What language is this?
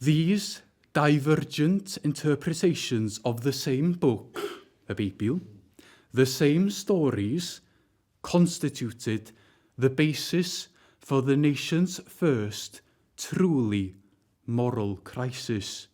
Welsh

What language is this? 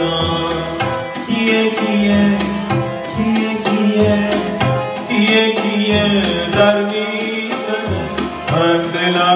Persian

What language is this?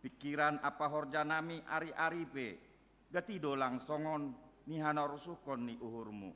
Batak Simalungun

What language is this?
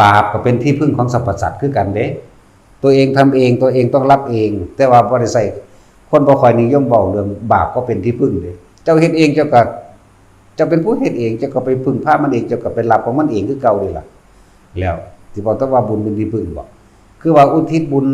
Northeastern Thai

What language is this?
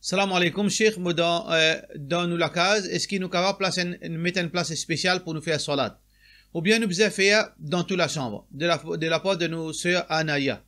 Morisyen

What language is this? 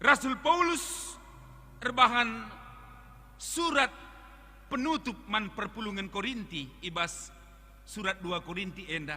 Batak Karo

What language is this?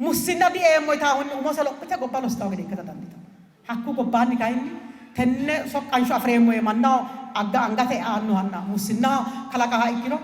Sidamo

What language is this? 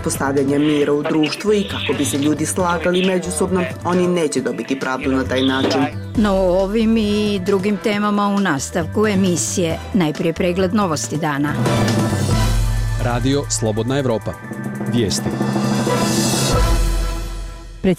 Bosnian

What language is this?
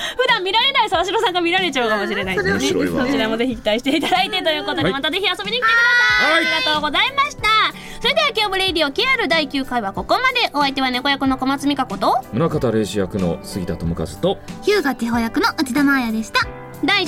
Japanese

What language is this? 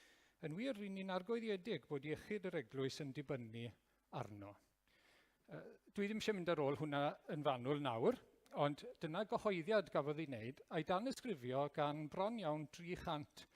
Welsh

